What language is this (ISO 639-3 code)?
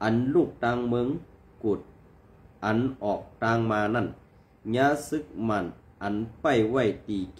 shn